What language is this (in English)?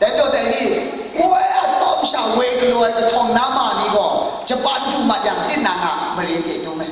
Kachin